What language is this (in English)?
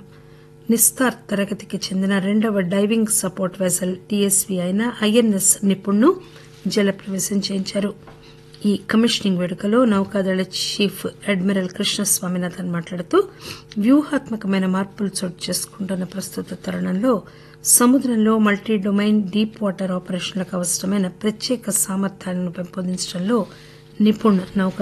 Telugu